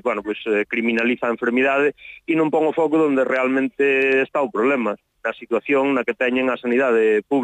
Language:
Galician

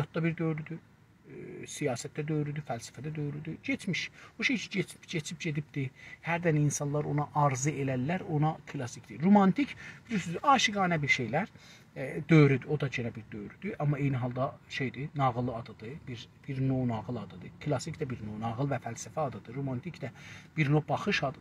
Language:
South Azerbaijani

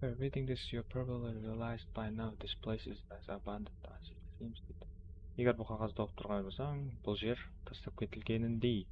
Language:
Kara-Kalpak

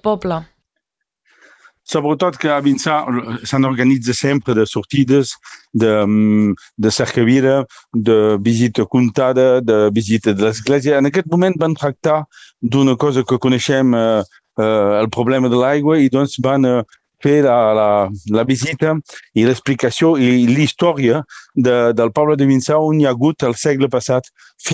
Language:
Catalan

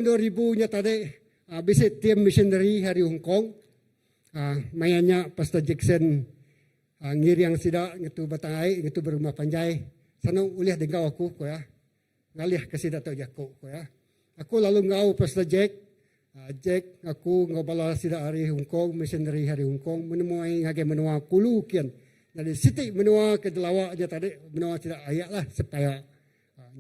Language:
Iban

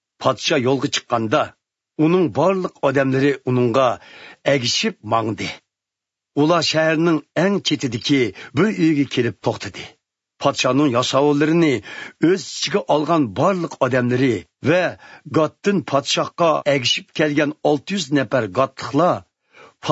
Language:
Uyghur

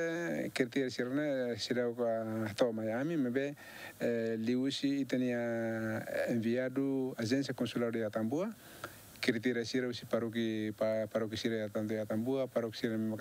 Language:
Tetum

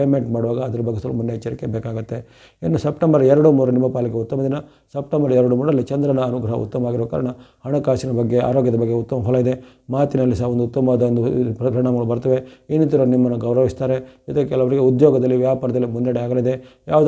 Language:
Kannada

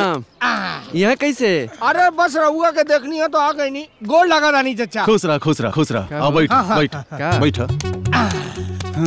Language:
Bhojpuri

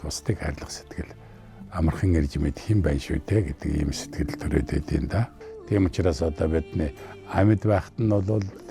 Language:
Mongolian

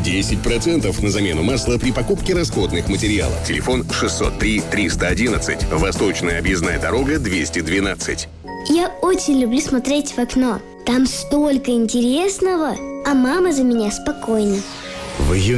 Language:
Russian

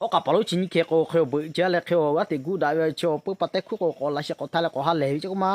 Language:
Lahu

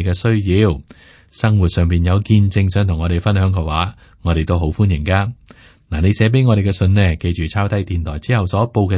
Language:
Cantonese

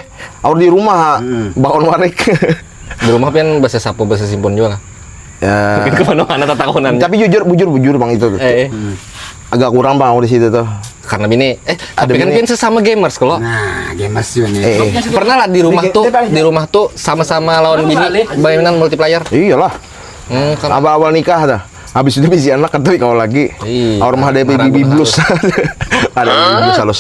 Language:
Banjar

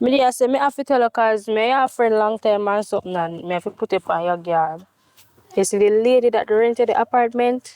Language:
Jamaican Creole English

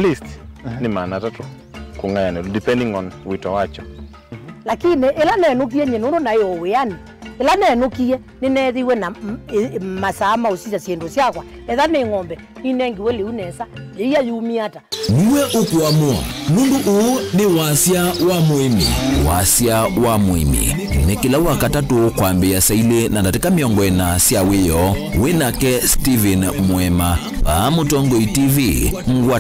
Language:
Kamba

